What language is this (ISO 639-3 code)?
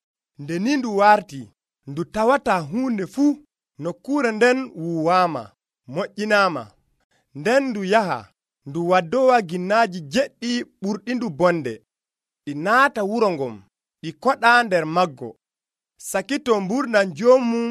fuv